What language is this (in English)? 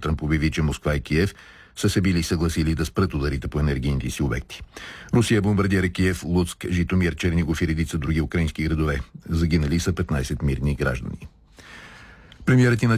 Bulgarian